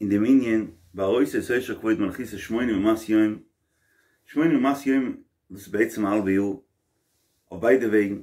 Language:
Yiddish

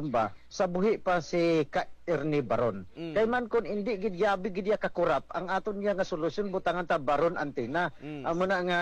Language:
Hiligaynon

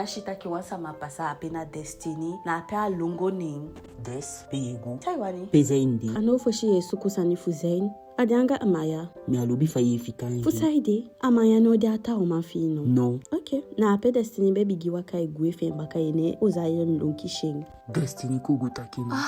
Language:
Eastern Maroon Creole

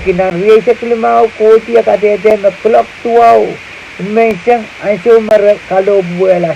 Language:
Pohnpeian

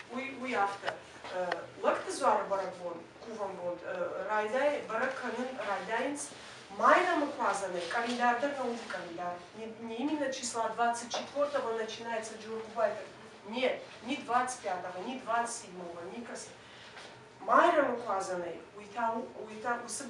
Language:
Ossetic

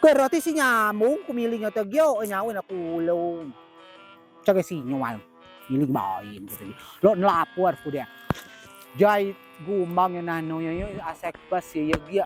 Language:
Rejang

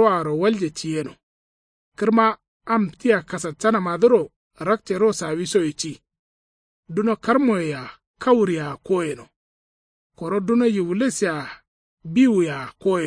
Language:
Kanuri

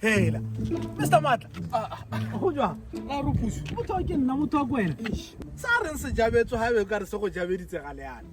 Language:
Tswana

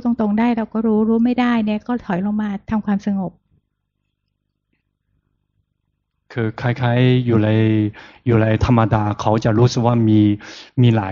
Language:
Thai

